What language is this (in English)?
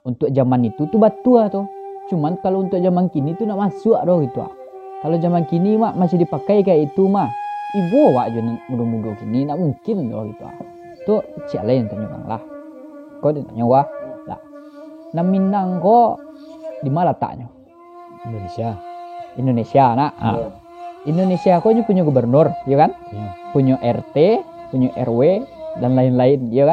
Minangkabau